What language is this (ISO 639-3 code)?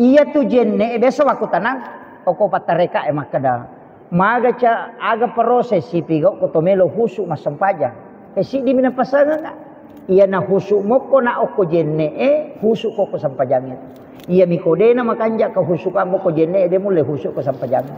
bug